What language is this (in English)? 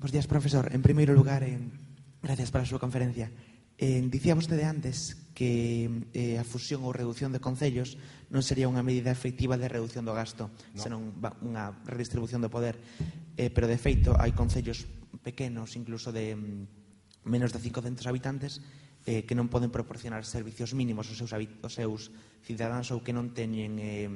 Galician